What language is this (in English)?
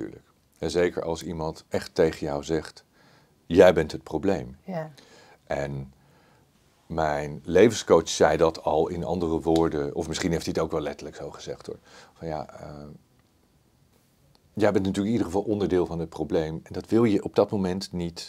Dutch